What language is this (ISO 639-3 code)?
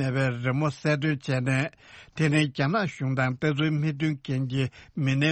bod